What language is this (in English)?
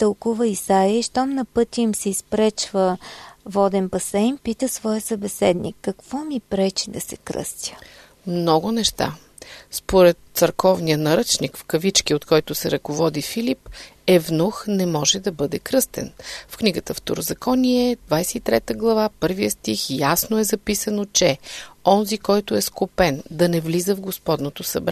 Bulgarian